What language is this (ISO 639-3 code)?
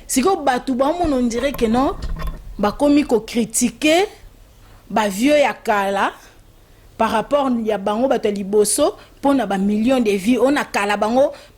lin